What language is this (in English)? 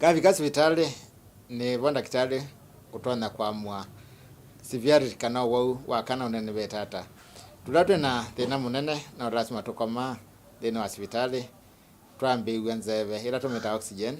Kamba